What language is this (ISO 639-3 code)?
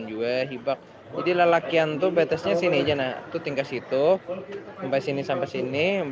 bjn